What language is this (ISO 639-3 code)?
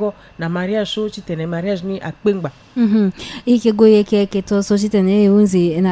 sag